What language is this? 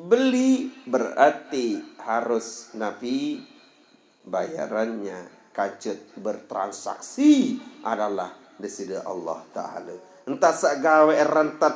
Sasak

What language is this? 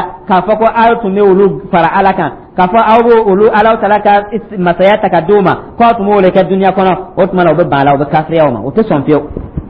Dyula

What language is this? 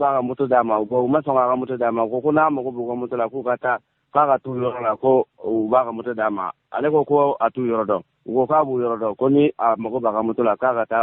Bambara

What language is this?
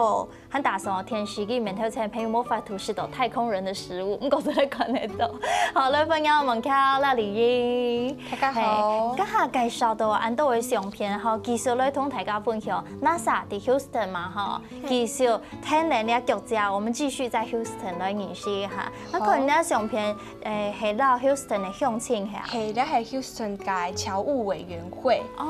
Hakka Chinese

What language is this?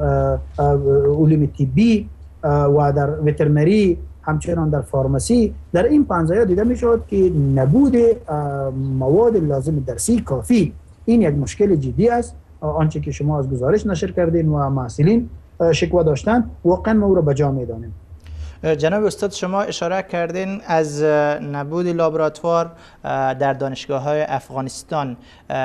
Persian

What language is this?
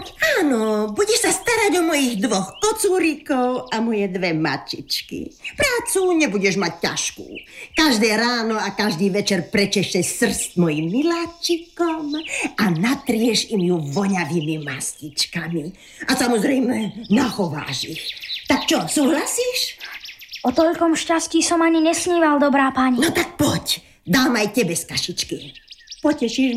Slovak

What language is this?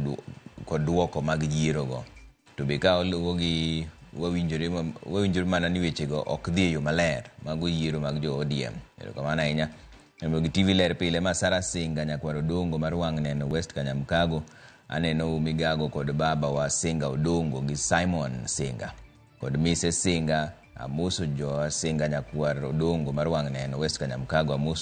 Luo (Kenya and Tanzania)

